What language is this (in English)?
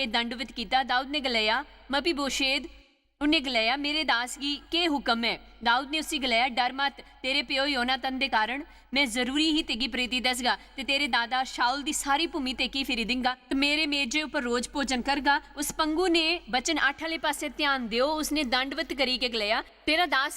Dogri